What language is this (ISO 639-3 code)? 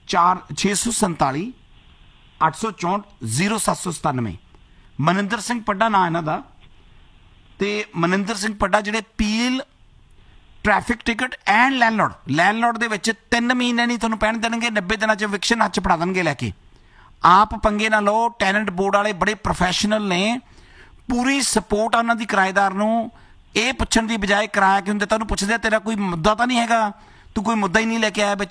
pan